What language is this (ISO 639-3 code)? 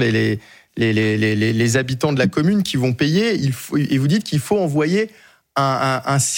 fra